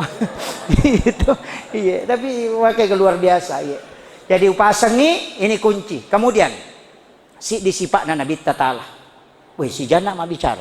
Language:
Buginese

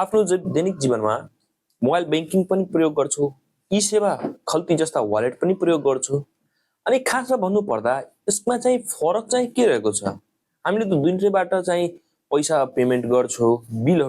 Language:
Nepali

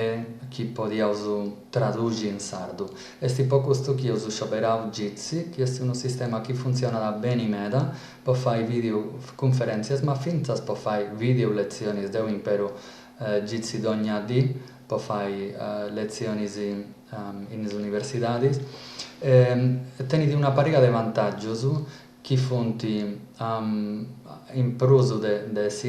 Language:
Sardinian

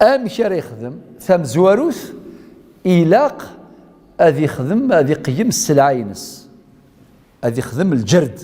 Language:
Kabyle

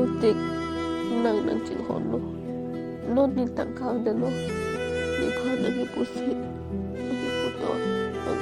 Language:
Karbi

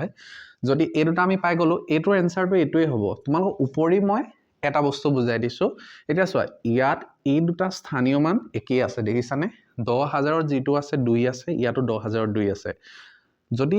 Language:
Assamese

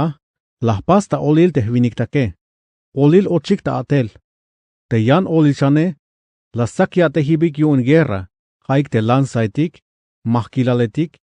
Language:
Tzeltal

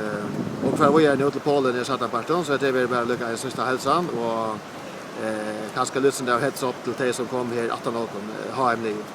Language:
Faroese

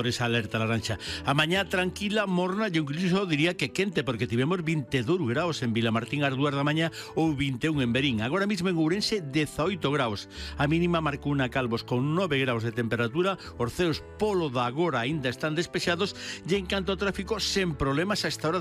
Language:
Galician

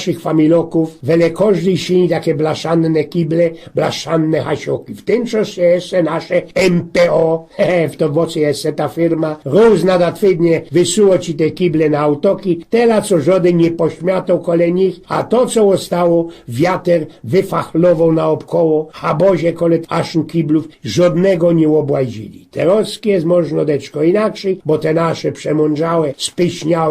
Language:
Silesian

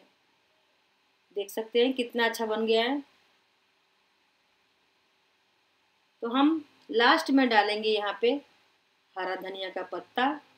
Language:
Hindi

